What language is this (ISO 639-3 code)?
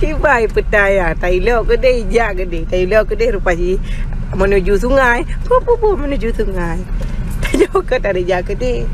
ace